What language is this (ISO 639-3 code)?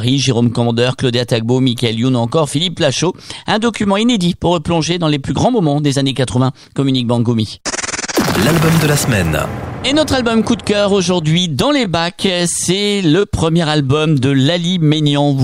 fra